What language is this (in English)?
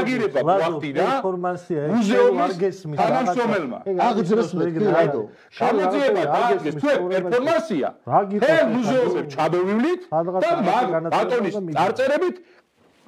Georgian